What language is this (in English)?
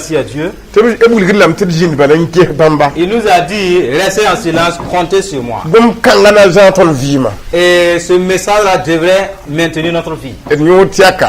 Mossi